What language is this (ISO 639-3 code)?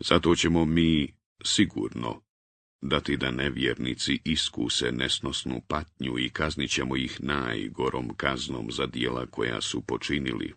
bos